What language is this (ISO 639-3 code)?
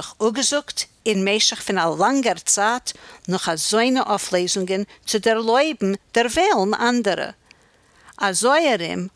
yid